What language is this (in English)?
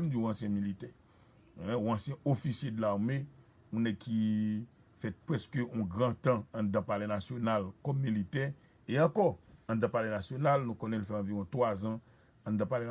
Haitian Creole